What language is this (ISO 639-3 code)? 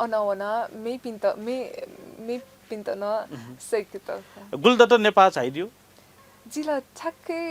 new